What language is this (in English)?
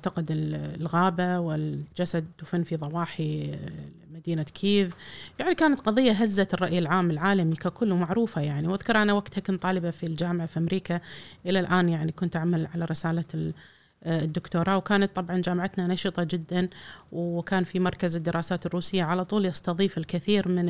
Gulf Arabic